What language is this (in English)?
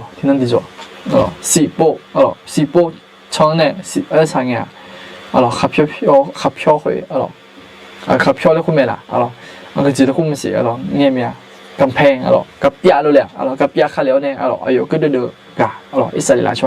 Akha